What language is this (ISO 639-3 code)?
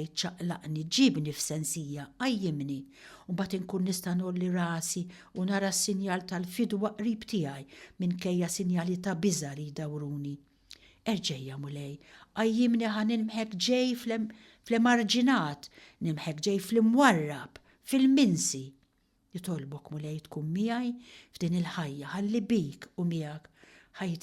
mlt